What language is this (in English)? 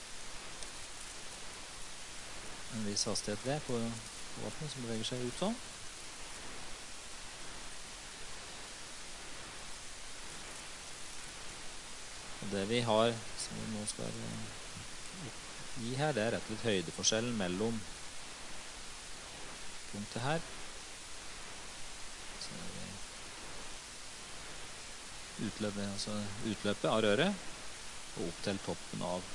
Norwegian